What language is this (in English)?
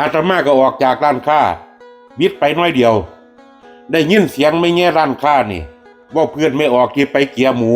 Northeastern Thai